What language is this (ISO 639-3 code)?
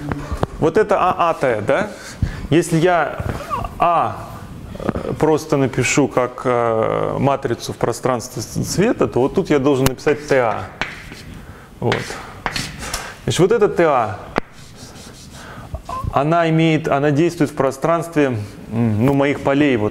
rus